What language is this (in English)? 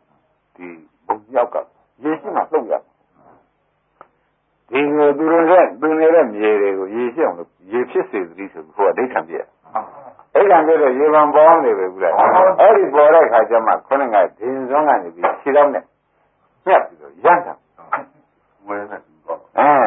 Burmese